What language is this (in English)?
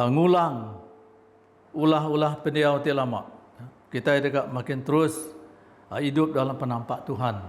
Iban